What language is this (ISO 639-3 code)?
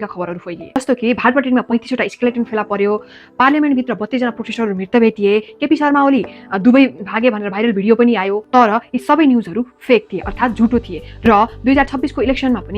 nep